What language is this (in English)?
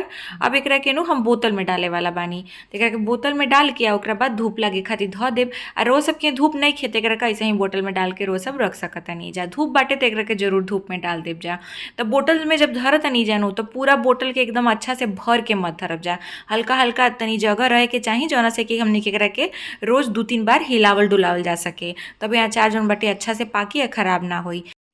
Bhojpuri